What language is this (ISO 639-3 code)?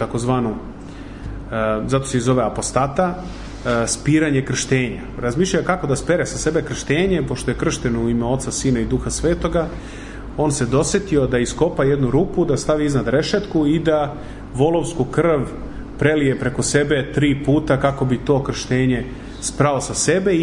srp